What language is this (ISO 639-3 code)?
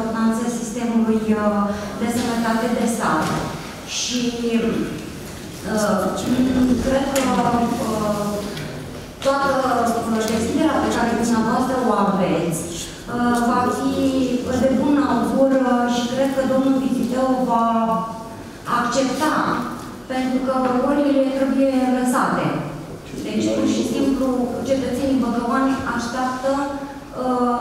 ron